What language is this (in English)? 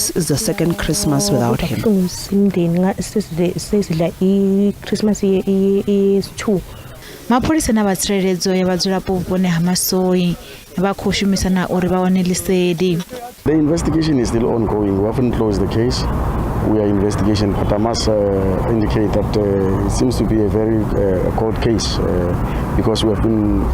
Venda